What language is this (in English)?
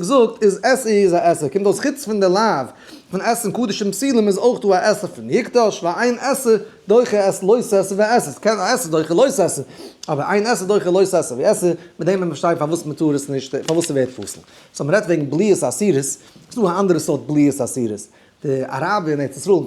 Yiddish